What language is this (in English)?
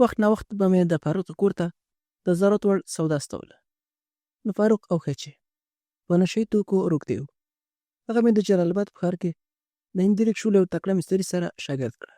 Pashto